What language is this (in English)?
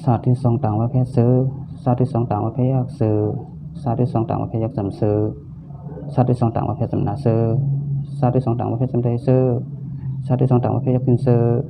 Shan